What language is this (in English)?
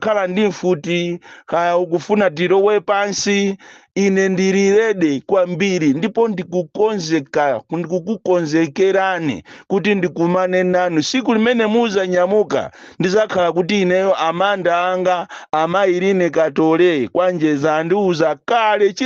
Nyanja